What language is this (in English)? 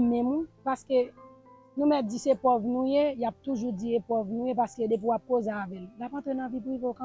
Haitian Creole